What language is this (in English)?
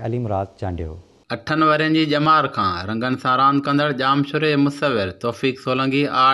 Sindhi